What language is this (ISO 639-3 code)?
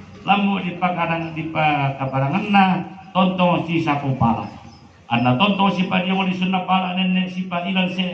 sda